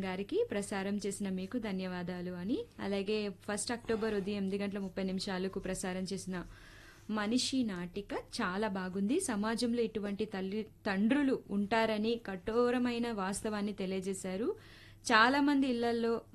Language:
Telugu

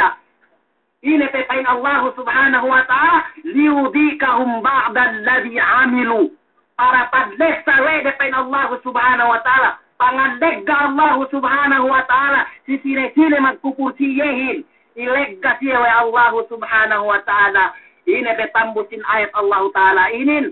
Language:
Yakan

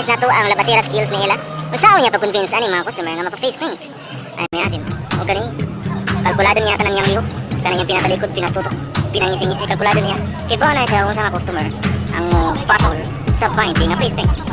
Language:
Cebuano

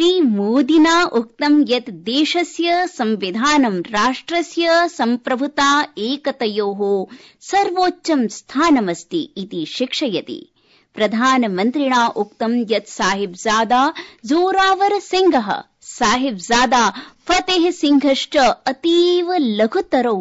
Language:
Sanskrit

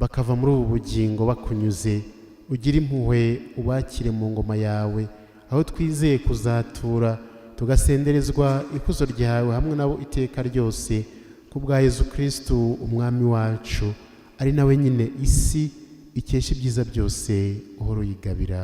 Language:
Kinyarwanda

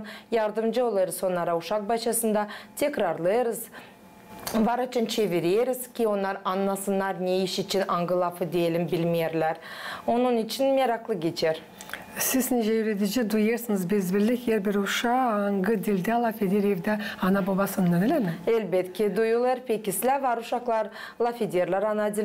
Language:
Gagauz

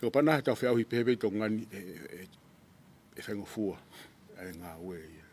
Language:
Tongan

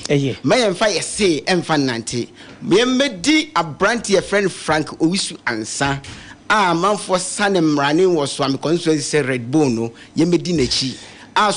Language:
Akan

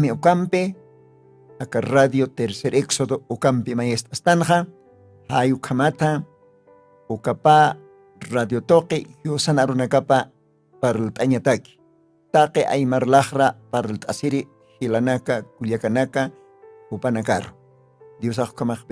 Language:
Aymara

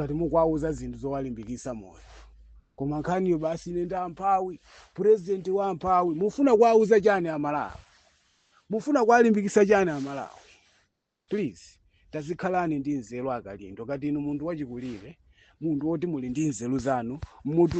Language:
Nyanja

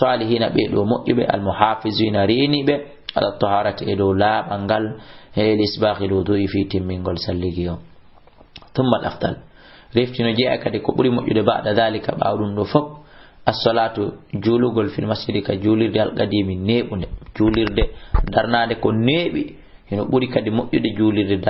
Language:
Fula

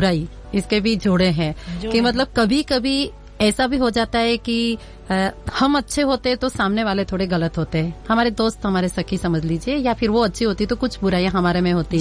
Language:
Hindi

